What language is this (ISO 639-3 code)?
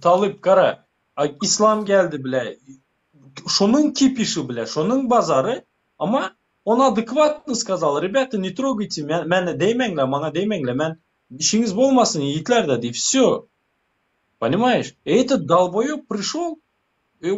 tuk